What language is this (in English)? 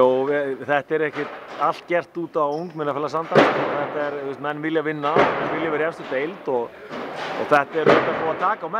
Icelandic